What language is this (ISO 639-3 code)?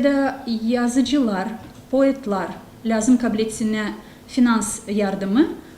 gag